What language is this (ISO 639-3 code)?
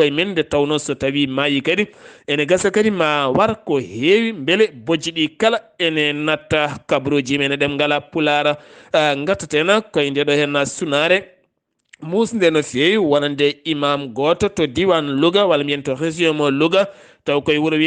ful